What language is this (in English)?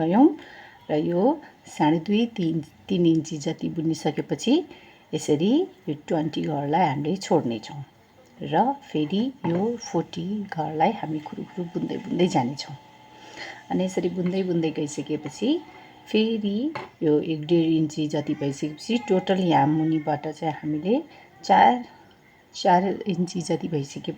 Nepali